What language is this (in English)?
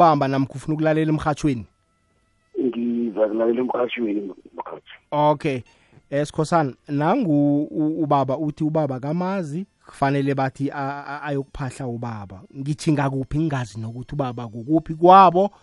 South Ndebele